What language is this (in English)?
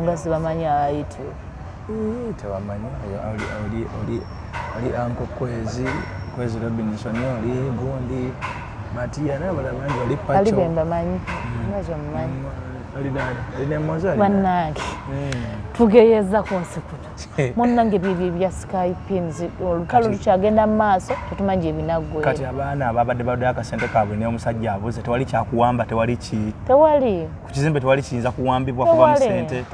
Ganda